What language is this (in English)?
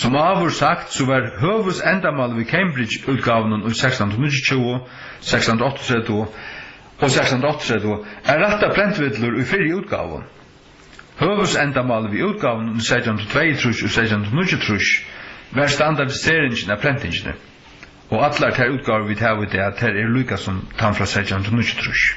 Faroese